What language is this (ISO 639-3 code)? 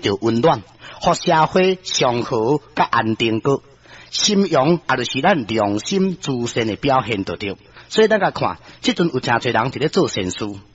nan